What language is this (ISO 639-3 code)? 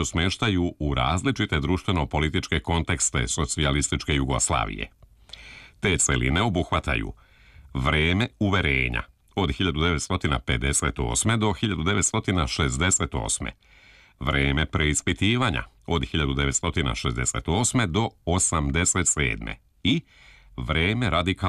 srp